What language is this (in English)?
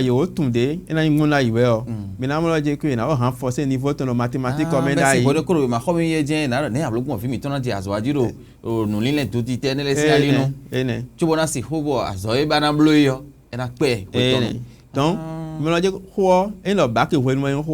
Fon